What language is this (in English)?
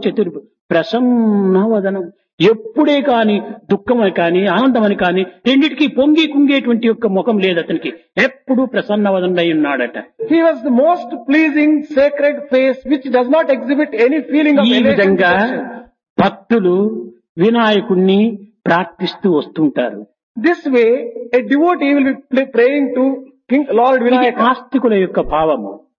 Telugu